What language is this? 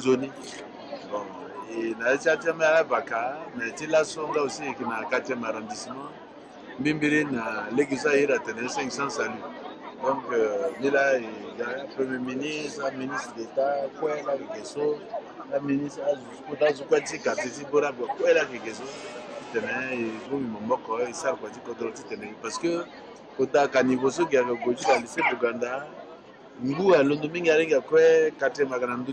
Sango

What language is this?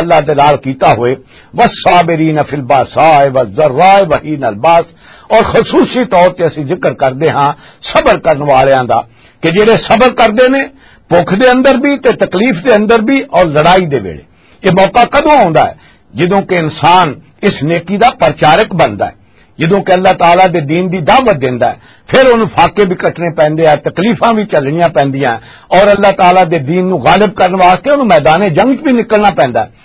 Western Panjabi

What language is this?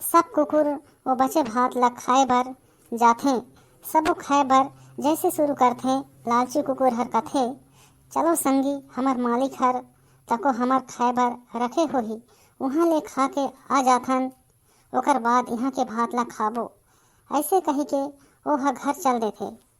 Chhattisgarhi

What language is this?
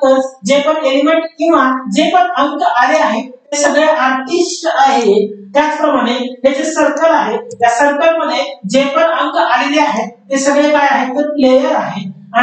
Marathi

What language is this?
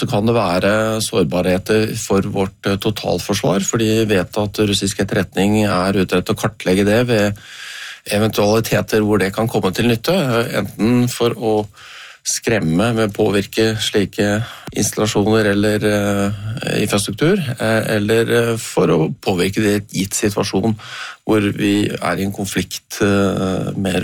Norwegian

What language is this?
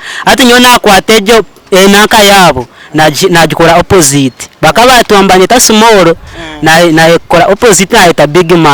Nyankole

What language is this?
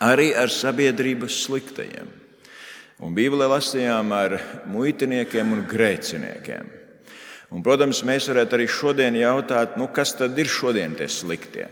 Latvian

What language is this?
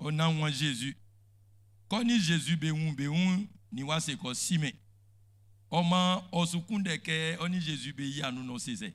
Baoulé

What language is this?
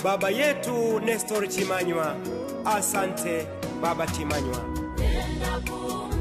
Swahili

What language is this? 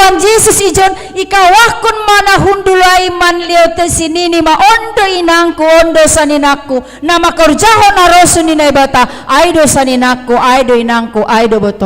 Batak Simalungun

